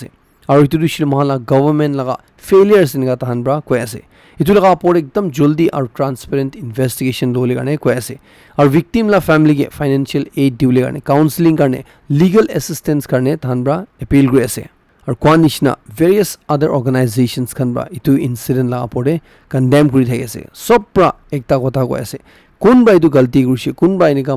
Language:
Naga Pidgin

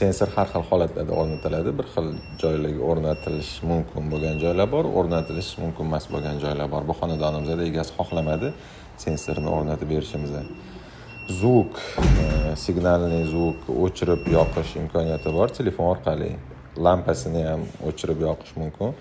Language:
Uzbek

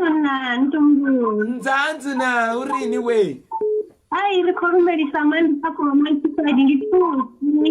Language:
Venda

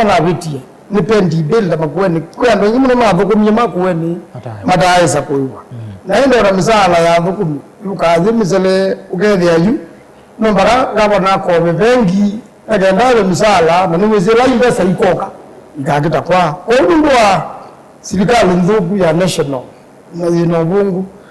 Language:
Kamba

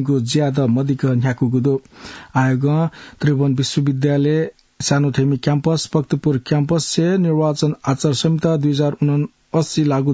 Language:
Newari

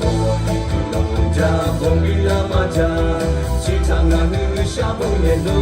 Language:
Lahu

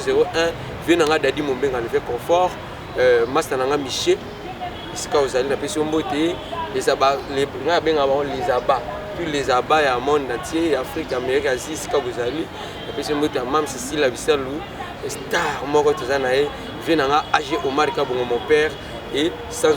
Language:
Lingala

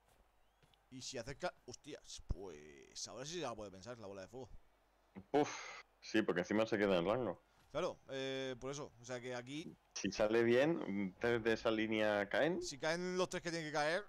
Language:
Spanish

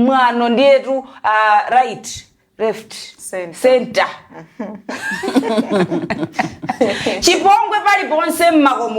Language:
Nyanja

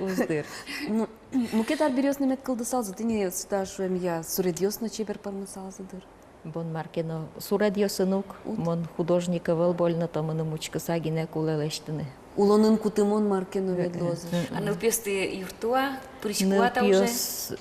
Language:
Udmurt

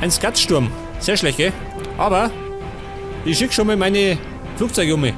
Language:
Bavarian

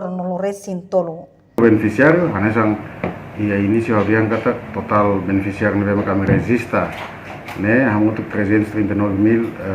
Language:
Tetum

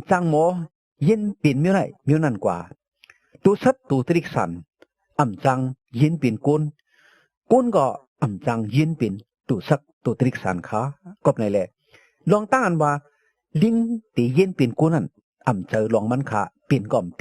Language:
Shan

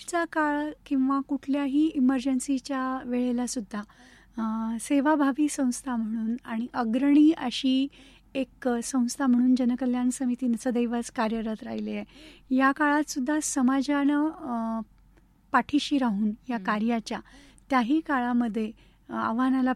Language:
Marathi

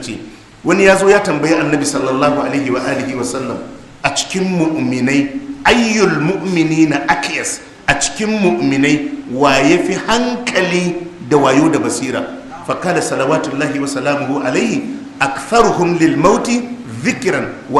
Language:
Hausa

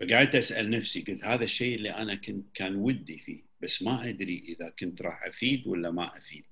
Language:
Gulf Arabic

